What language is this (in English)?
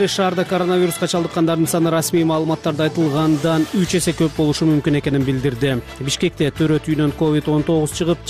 Kyrgyz